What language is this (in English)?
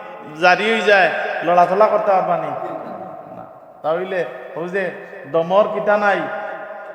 Sylheti